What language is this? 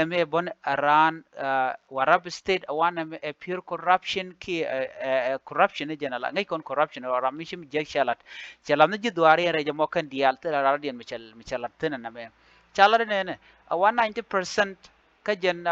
Nuer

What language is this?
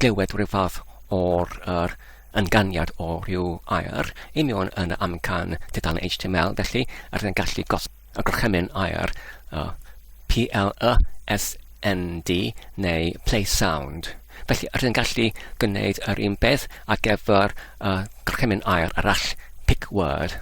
Welsh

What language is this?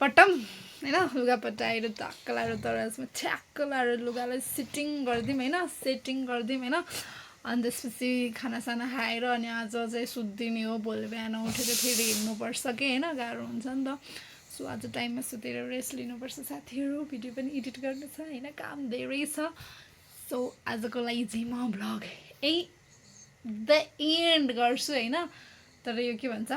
Nepali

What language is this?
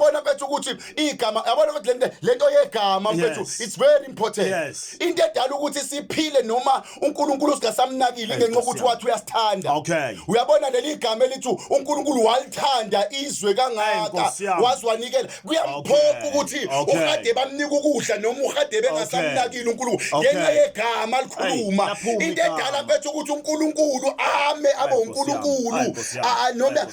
Zulu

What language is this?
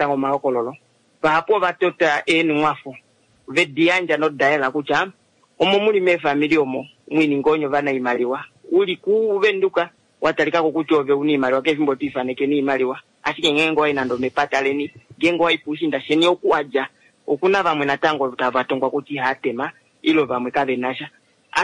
Kuanyama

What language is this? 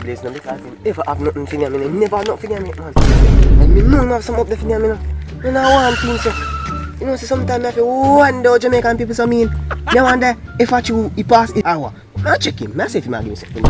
Jamaican Creole English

